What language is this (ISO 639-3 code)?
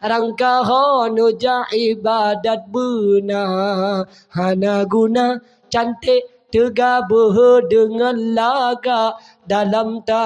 ace